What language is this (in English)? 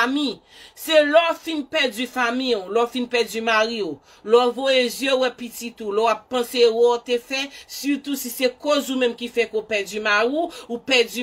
Haitian Creole